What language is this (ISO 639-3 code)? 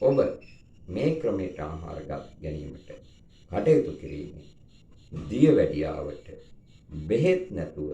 sin